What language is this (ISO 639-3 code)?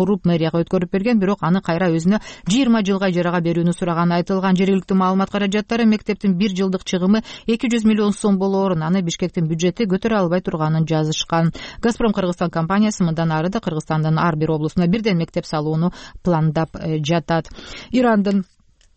kir